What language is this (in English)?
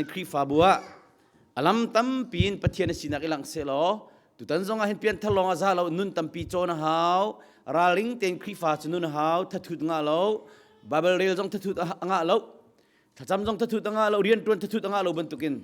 Hakha Chin